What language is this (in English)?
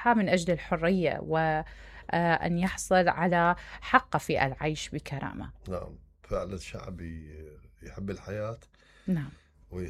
Mesopotamian Arabic